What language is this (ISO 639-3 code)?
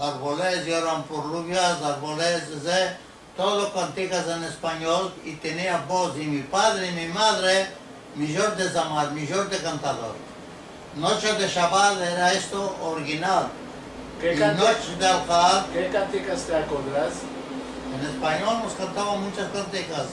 lad